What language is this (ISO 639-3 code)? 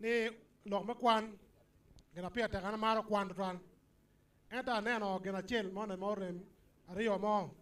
ach